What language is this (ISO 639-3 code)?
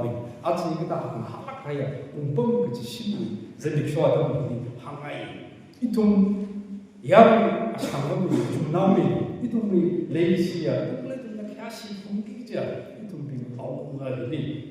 nmf